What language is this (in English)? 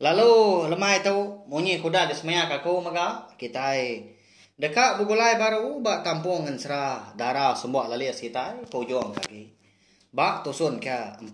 Iban